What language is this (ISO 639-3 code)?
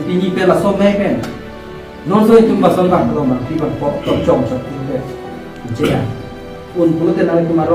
mjw